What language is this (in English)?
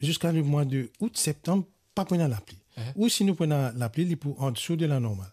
Morisyen